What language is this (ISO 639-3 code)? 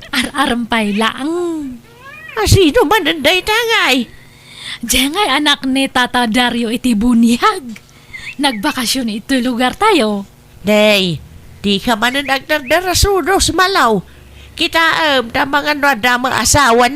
ilo